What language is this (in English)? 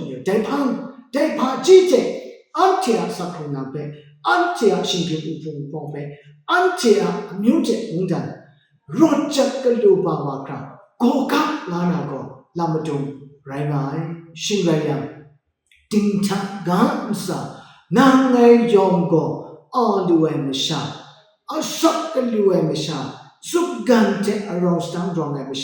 Kachin